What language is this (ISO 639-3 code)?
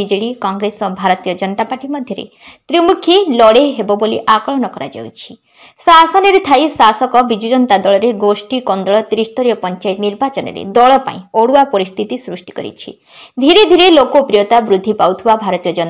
ori